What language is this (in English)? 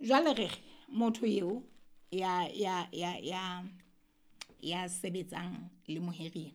Southern Sotho